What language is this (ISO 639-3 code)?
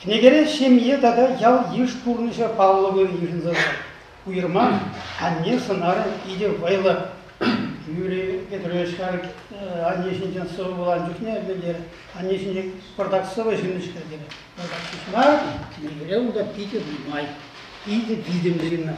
chv